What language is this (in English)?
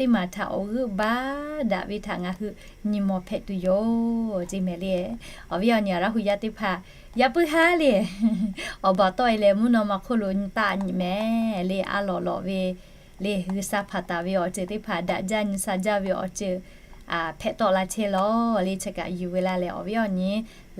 Lahu